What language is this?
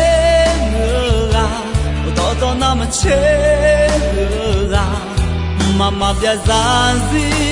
Akha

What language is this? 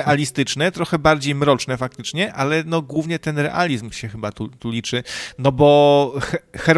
Polish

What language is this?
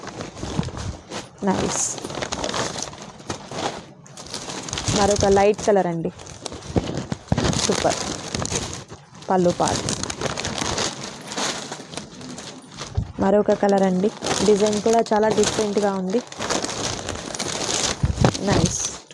Telugu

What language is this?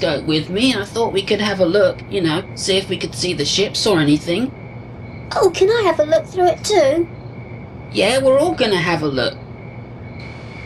English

